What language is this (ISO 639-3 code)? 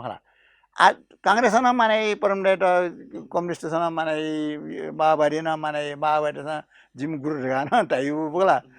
new